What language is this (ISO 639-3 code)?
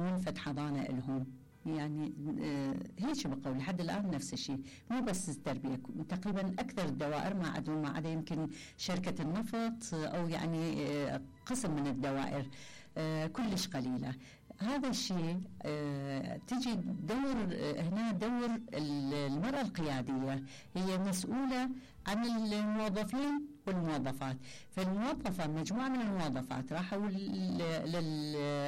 acm